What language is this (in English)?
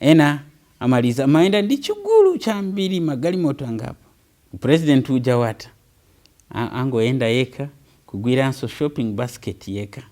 Nyanja